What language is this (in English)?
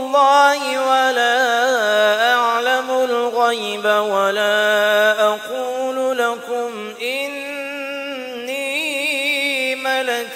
Urdu